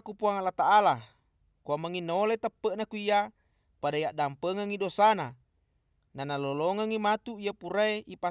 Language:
Buginese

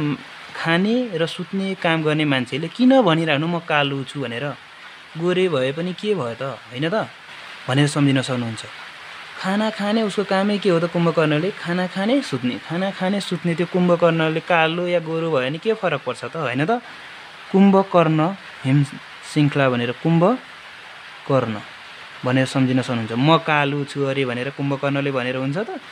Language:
Nepali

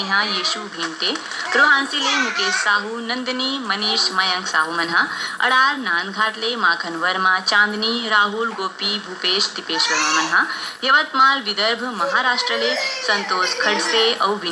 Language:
Chhattisgarhi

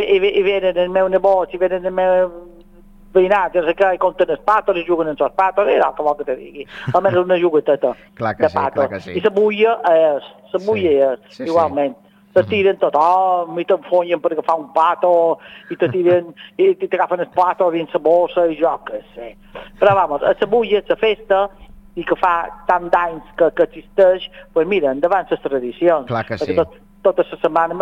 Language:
Catalan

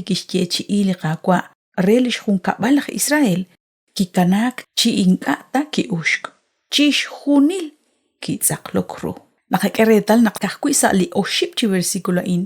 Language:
Kekchí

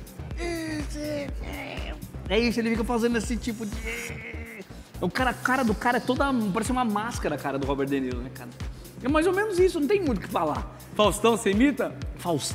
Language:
Portuguese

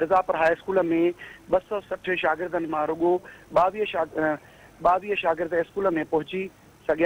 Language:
Sindhi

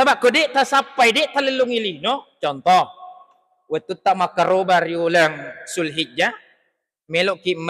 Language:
Buginese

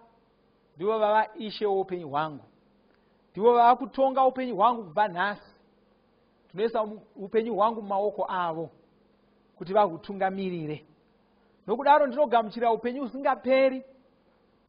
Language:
Shona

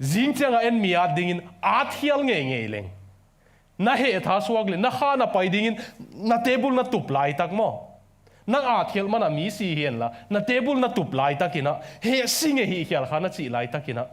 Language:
Tedim Chin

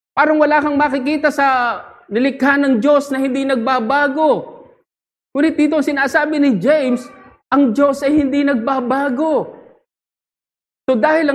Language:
Filipino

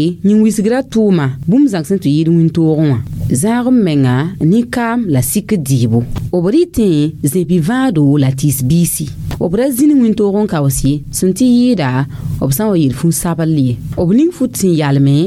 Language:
Mossi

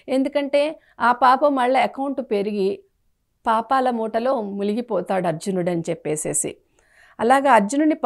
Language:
Telugu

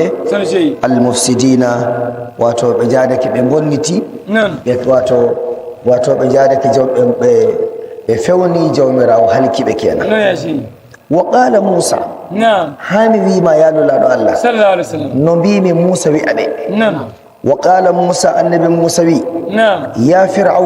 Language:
Nigerian Fulfulde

